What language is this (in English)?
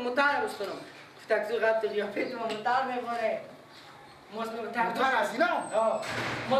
Persian